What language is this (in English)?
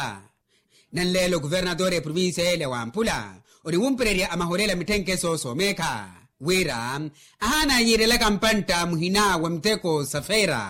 Makhuwa